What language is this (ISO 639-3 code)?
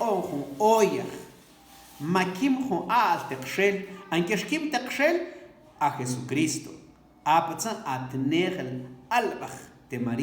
mam